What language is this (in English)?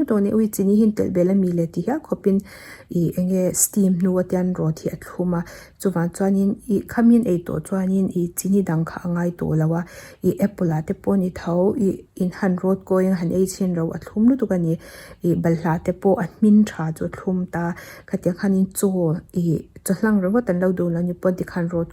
Mizo